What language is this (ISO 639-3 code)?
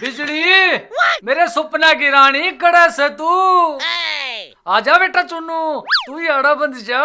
bgc